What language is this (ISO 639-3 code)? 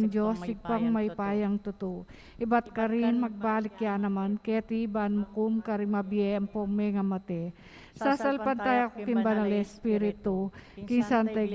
pam